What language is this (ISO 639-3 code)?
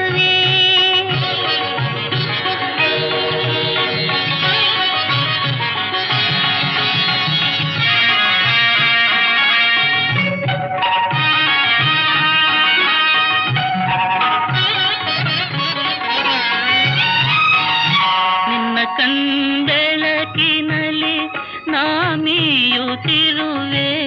kan